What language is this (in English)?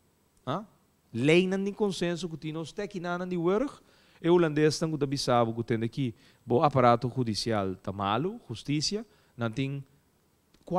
Papiamento